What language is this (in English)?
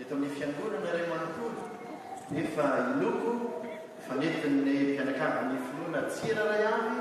Malagasy